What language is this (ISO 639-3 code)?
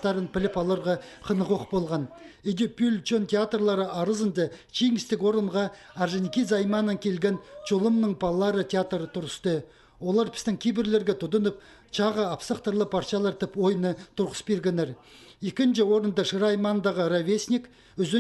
kjh